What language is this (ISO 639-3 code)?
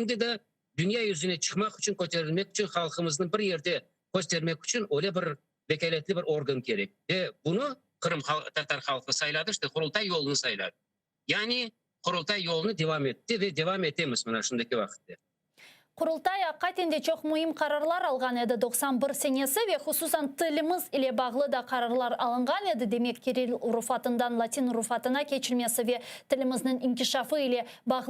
crh